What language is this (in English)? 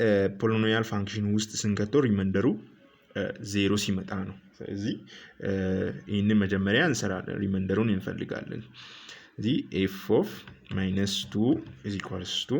Amharic